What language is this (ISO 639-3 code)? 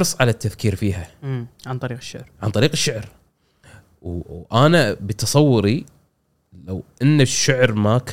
afb